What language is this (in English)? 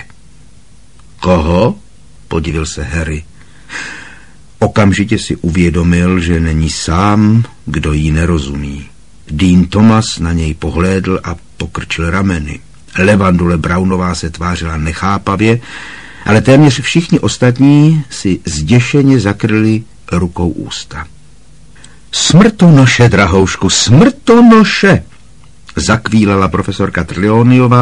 Czech